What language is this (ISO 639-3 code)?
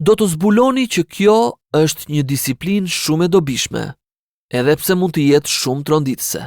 sqi